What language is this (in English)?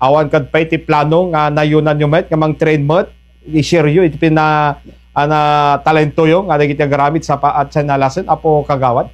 Iloko